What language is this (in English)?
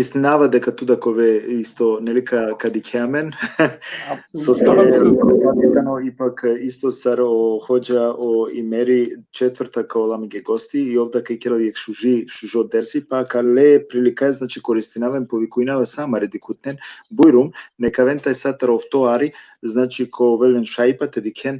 Balkan Romani